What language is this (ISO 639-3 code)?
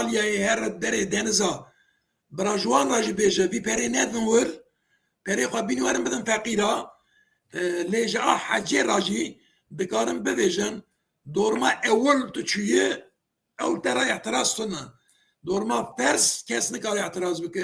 kur